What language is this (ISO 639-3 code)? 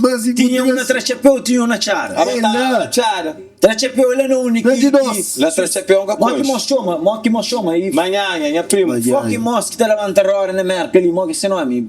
kea